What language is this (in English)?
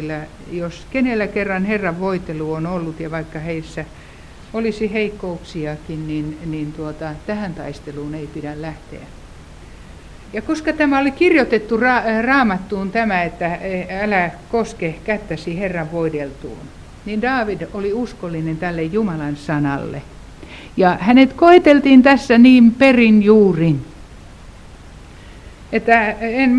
Finnish